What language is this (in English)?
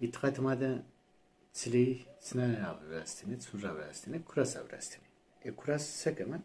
Zaza